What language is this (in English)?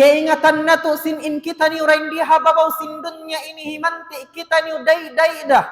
Tausug